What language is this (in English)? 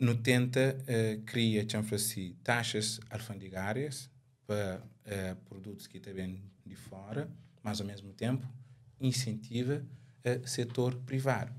Kabuverdianu